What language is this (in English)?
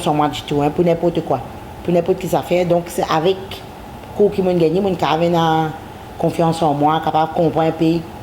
Morisyen